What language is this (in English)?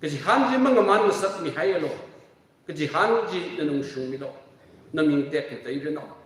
Tangkhul Naga (India)